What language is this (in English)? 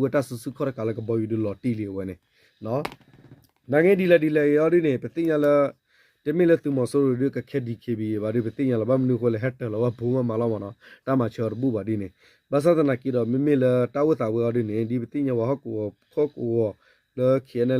S'gaw Karen